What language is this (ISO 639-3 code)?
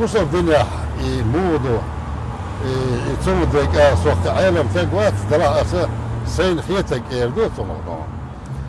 che